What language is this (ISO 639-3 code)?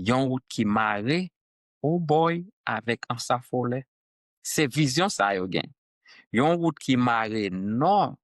hat